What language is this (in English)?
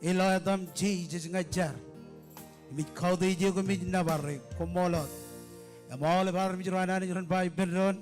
Marshallese